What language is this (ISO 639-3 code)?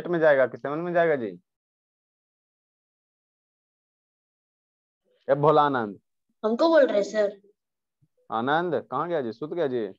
hin